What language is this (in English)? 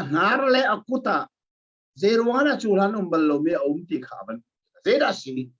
Hakha Chin